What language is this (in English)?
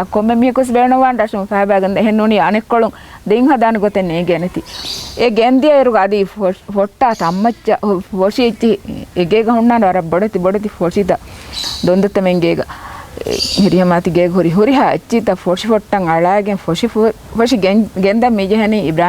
Divehi